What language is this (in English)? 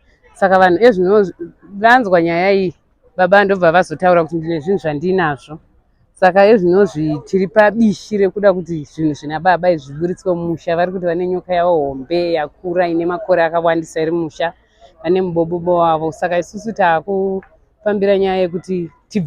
Shona